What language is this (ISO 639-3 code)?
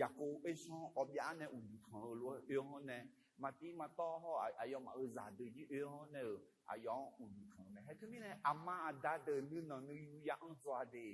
ahk